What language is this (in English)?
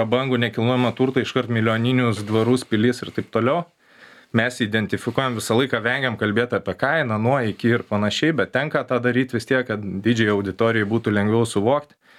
Lithuanian